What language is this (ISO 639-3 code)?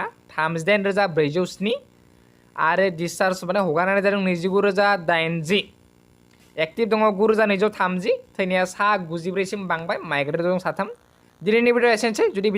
brx